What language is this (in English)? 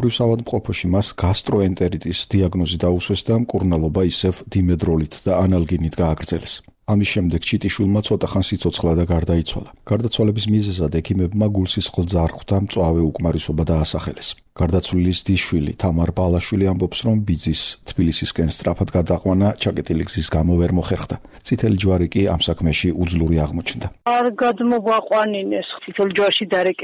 Georgian